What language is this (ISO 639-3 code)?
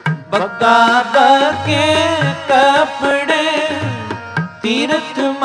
hin